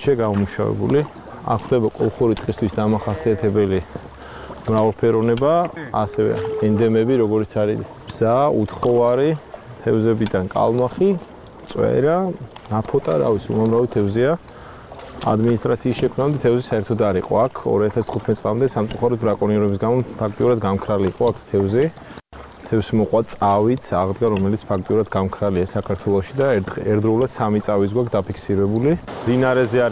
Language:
Georgian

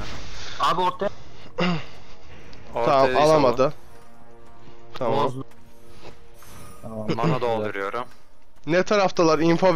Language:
Turkish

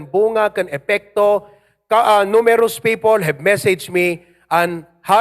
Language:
Iloko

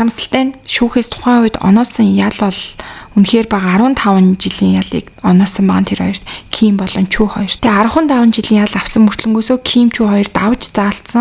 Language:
Mongolian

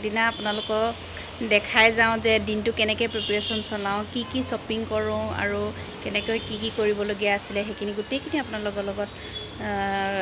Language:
Assamese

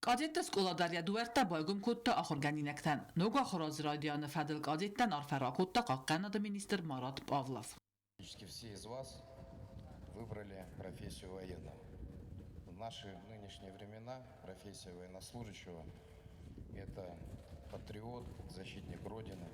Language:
Ossetic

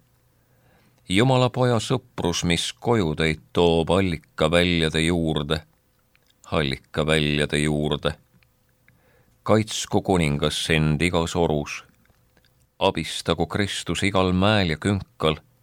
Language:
Estonian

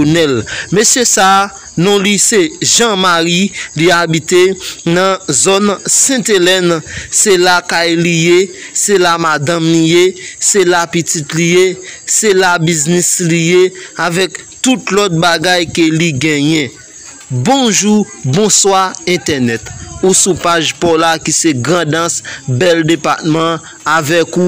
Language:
Haitian Creole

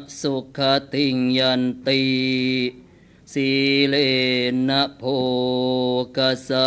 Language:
Pali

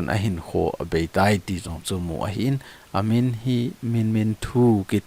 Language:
Thado Chin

